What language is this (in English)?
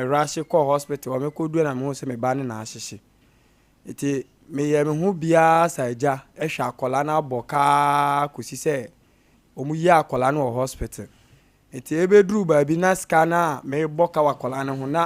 Akan